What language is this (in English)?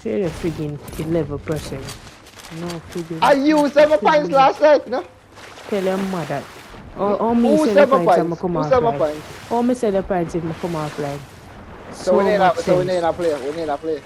Jamaican Creole English